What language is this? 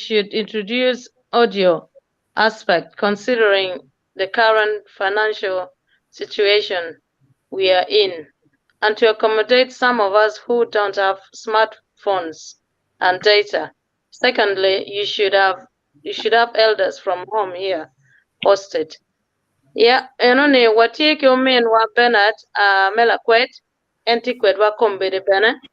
Acoli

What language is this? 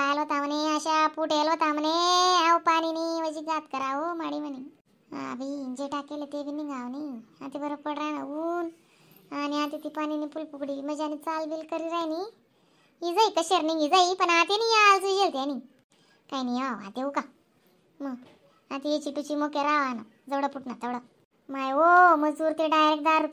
Khandesi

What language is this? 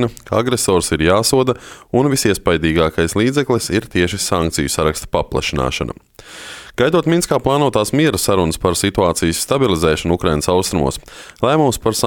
Latvian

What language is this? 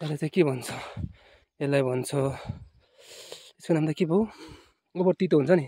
Nepali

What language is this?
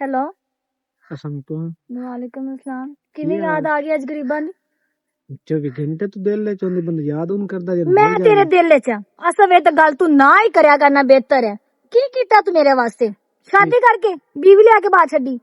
Western Panjabi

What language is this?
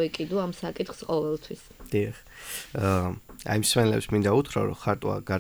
Georgian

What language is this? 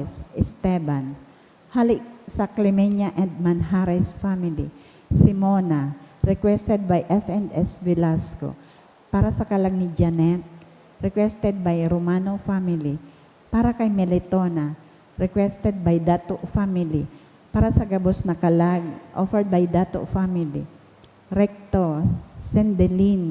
Bikol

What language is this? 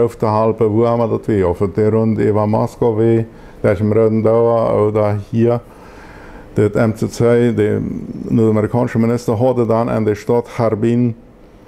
Plautdietsch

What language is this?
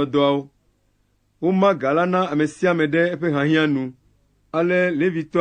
Ewe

